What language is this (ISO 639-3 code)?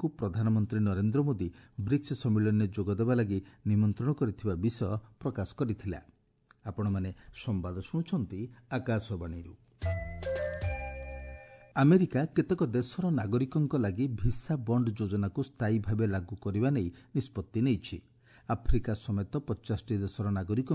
ori